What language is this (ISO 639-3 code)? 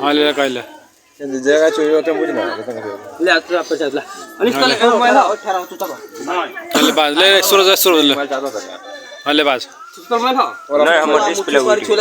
mai